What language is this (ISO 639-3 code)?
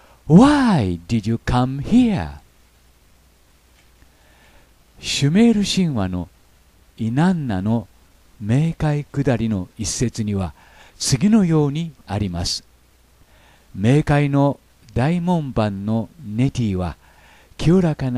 jpn